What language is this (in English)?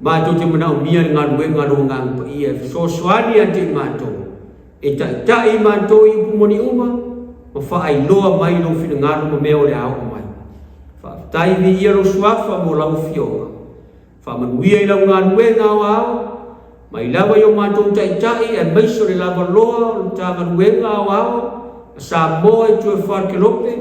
Samoan